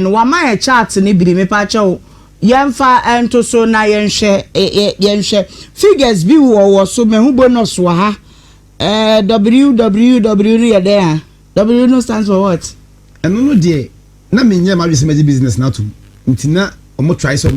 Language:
Akan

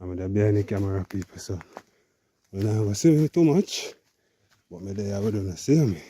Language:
Jamaican Creole English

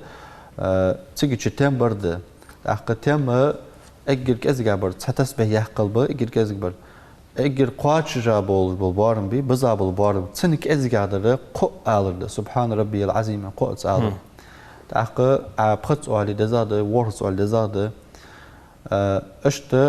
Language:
Ingush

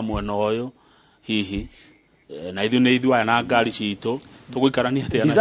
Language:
Kikuyu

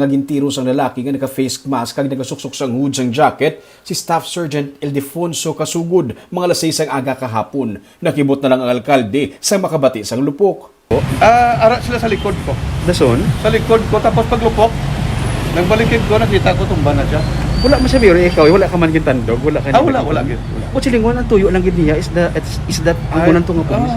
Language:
Hiligaynon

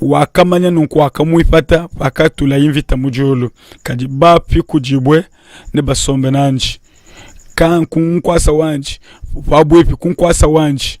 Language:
Luba-Lulua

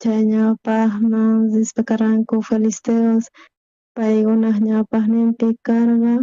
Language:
South Bolivian Quechua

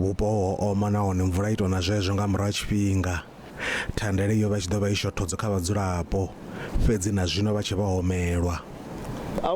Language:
Venda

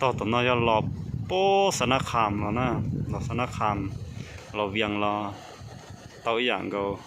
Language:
Hmong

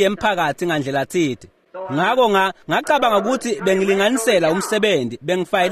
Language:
Swati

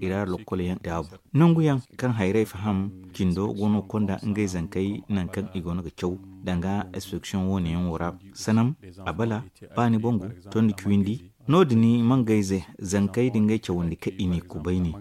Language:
Zarma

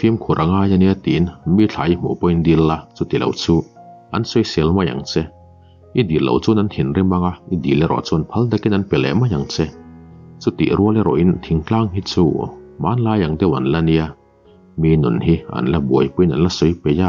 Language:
Mizo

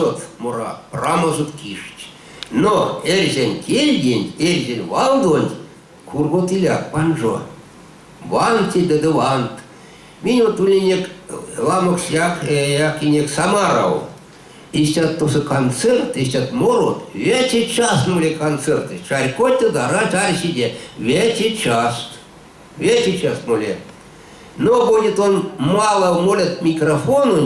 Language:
Erzya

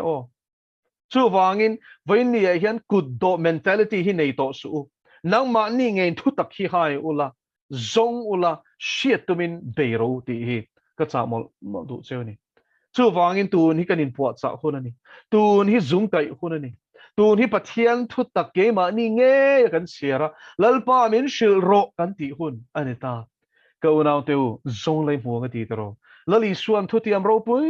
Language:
Mizo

